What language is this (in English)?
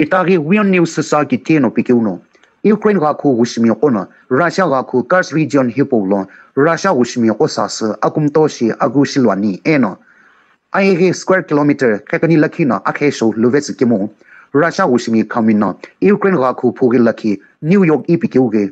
Sumi Naga